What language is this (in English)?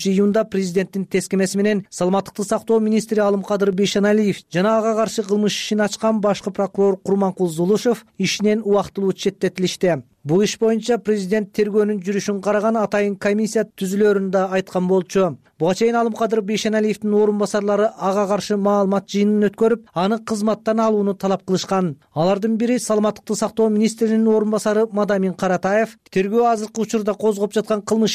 Kyrgyz